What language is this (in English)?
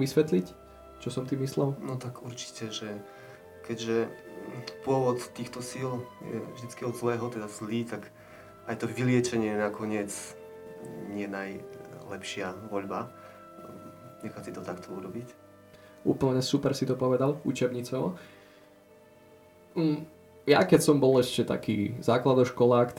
Slovak